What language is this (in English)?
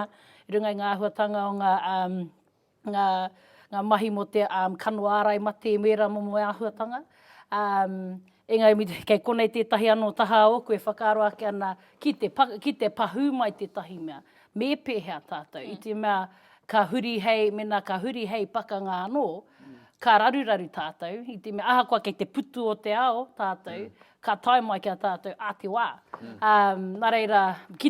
Māori